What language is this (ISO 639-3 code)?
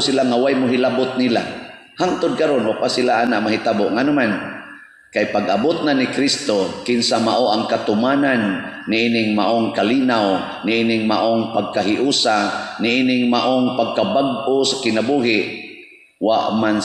ceb